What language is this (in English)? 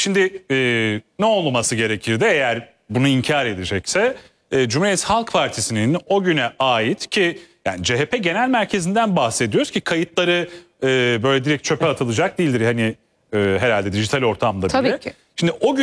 Turkish